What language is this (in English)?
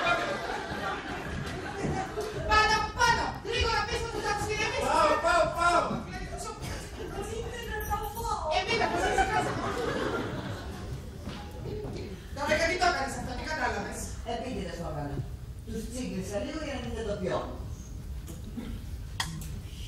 Greek